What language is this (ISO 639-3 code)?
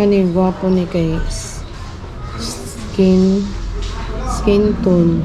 ceb